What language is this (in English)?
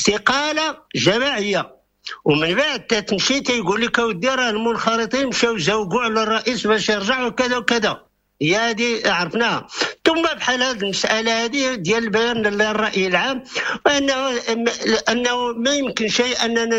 Moroccan Arabic